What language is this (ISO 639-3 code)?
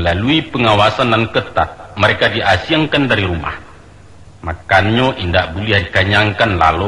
min